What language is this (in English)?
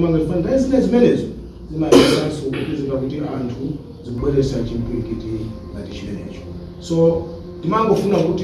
Nyanja